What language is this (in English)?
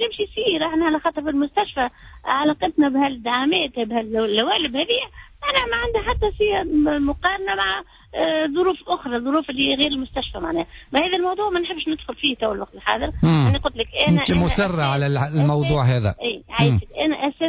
Tunisian Arabic